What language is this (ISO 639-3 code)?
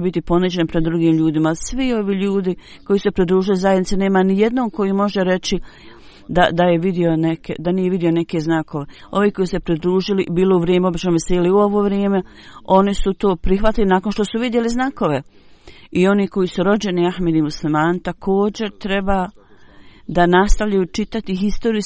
bos